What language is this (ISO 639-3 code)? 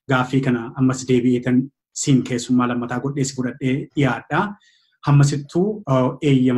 orm